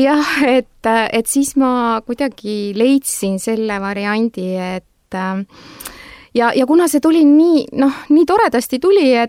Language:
Estonian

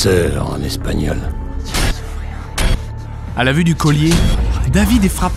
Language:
French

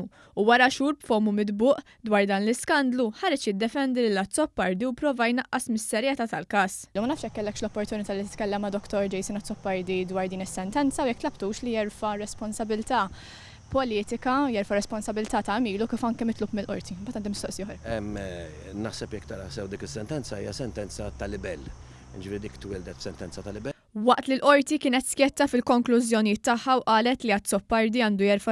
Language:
Maltese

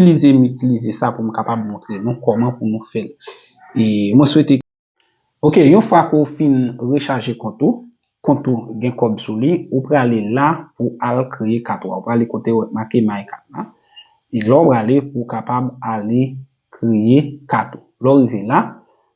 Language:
Haitian Creole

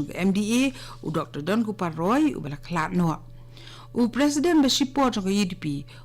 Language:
Khasi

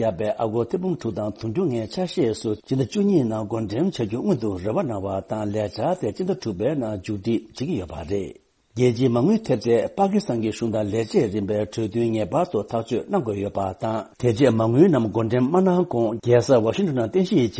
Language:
Tibetan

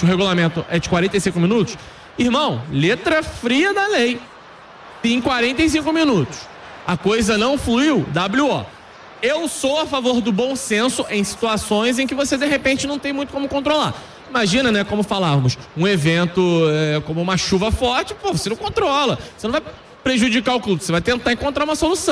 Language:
Portuguese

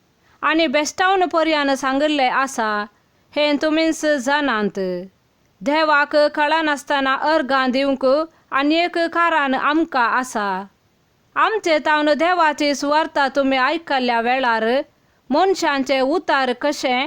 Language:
Konkani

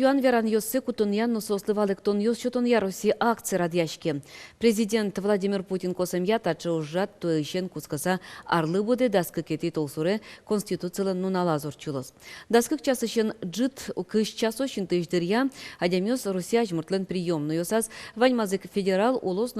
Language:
Udmurt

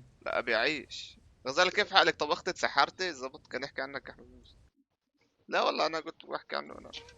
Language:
North Levantine Arabic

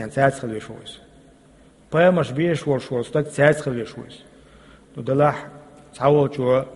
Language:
Chechen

